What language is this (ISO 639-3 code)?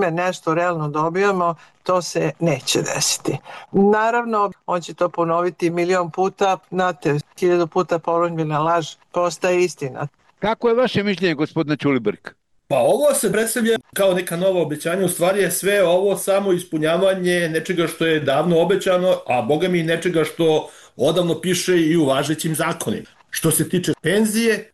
srp